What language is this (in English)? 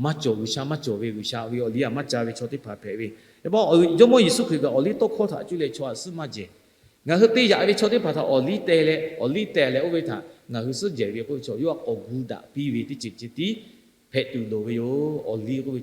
Lahu